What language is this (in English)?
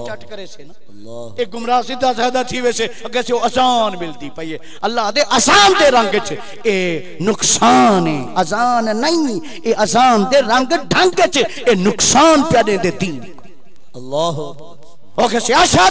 Saraiki